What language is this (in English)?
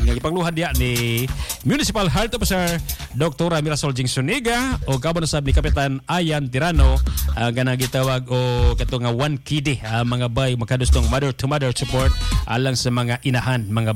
Cebuano